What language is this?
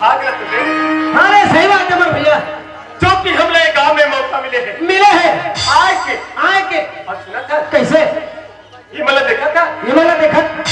Chhattisgarhi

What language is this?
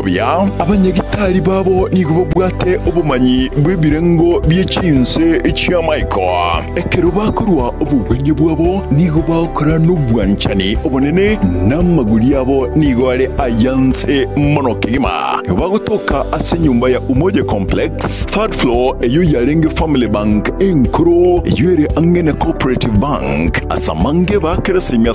Gusii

